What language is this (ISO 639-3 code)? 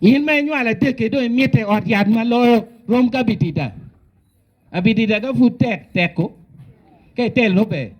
ach